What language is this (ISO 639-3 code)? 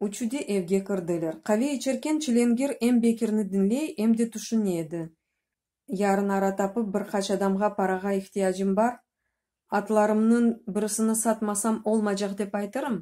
crh